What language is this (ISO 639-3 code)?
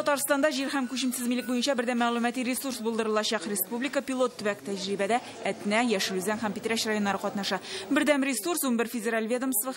tat